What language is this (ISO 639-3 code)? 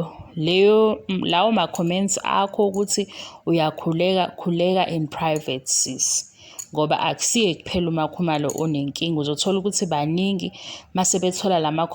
zul